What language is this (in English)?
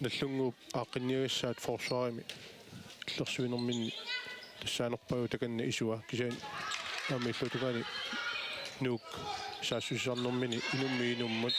Kalaallisut